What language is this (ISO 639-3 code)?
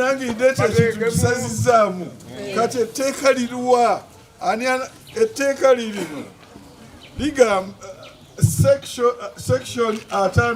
lug